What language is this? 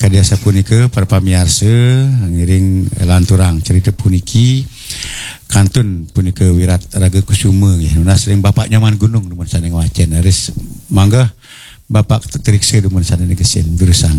Balinese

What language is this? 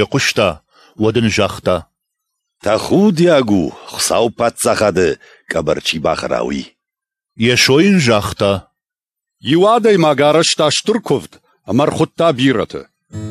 Ossetic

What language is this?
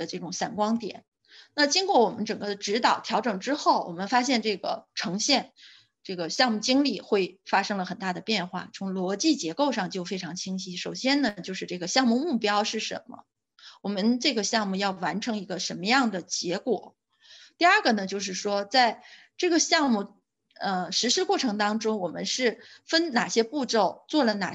Chinese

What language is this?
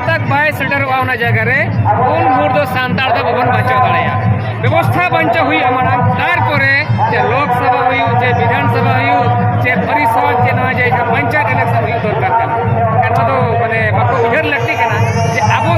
Santali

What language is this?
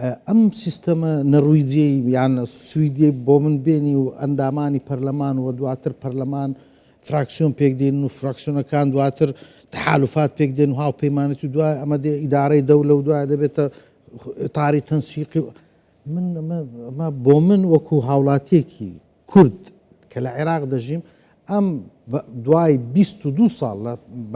Central Kurdish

